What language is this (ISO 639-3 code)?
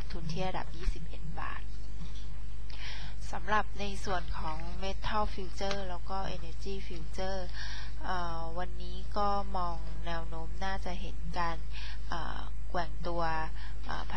tha